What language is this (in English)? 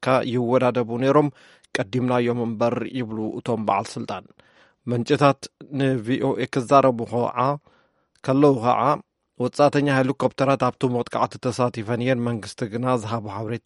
Tigrinya